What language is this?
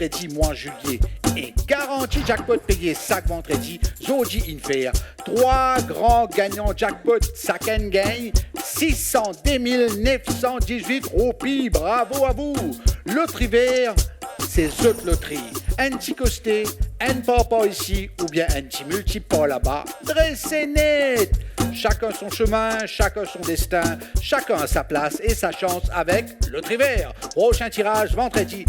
Morisyen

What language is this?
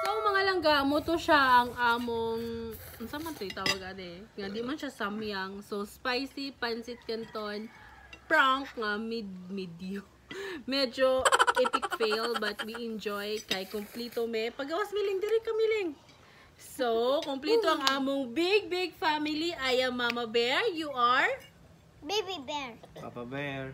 Cebuano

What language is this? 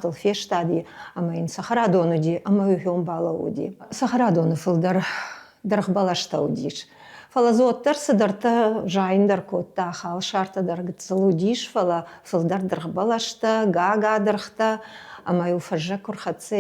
Ossetic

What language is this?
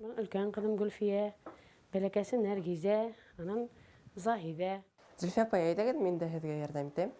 Bashkir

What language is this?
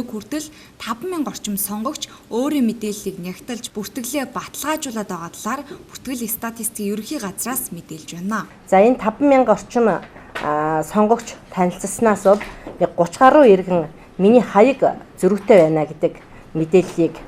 Mongolian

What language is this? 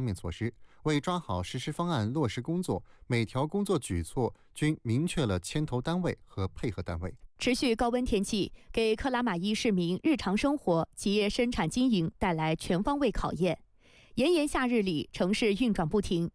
Chinese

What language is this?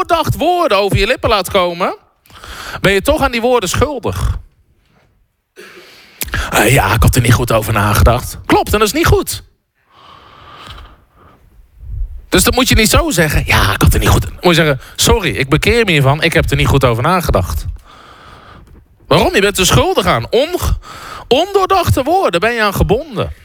Dutch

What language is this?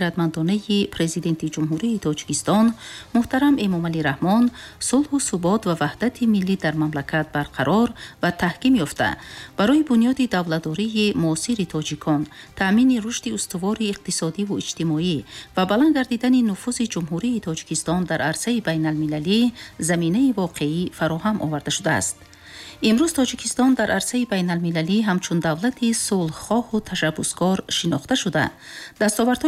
Tajik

